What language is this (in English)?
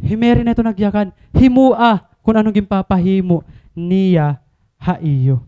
Waray